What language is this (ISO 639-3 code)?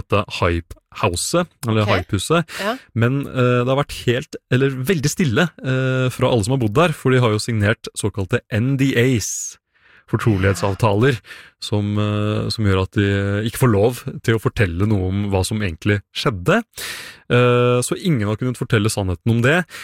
nor